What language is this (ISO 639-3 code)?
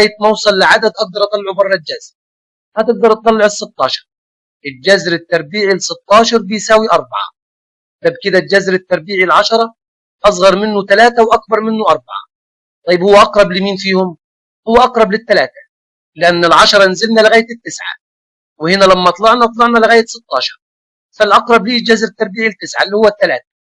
arz